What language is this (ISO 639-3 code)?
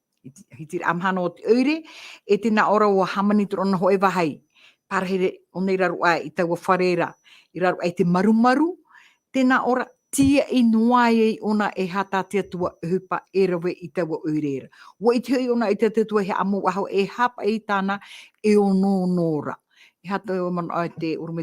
tah